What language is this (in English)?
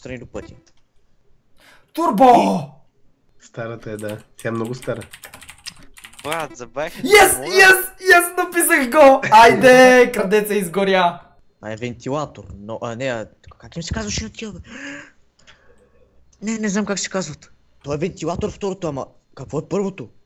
Bulgarian